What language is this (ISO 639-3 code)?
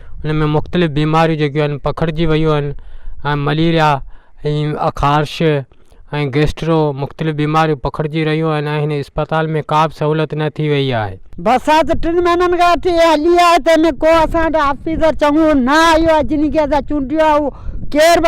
snd